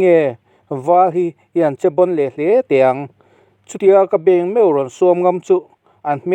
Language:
Mizo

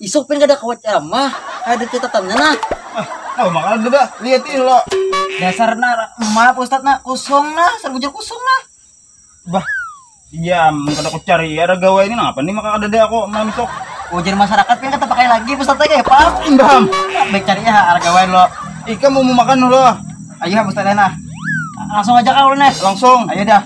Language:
Banjar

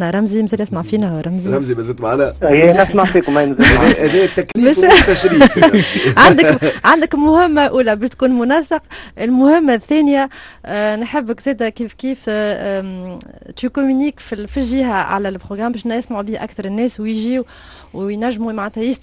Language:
Tunisian Arabic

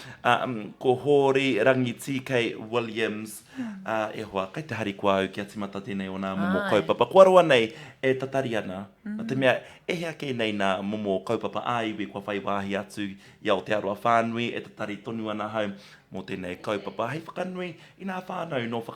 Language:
Māori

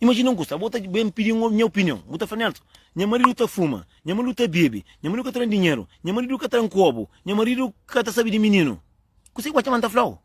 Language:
Kabuverdianu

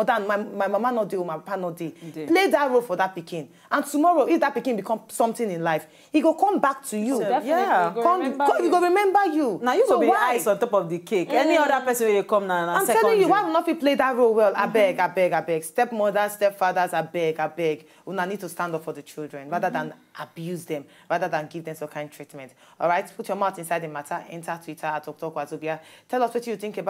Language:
Nigerian Pidgin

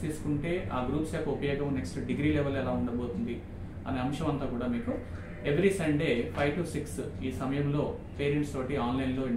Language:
Telugu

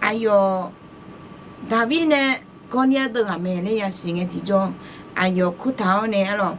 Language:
Akha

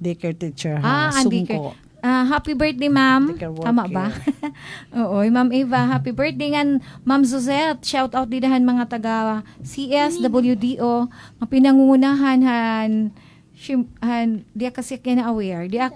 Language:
Waray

